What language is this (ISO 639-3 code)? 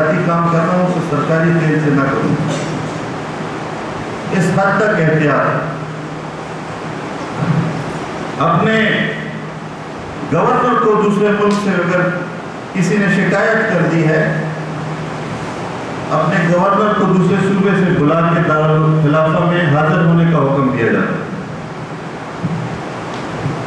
urd